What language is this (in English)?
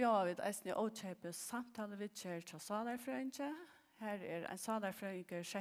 Faroese